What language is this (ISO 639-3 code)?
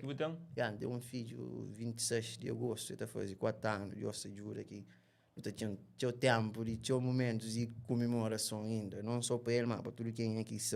kea